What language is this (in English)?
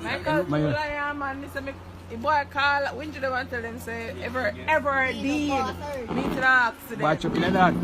Jamaican Creole English